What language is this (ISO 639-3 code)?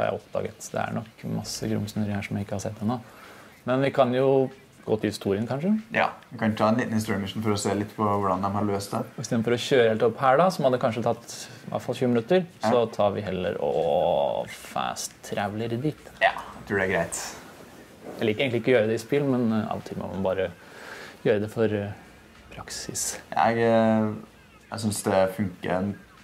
nor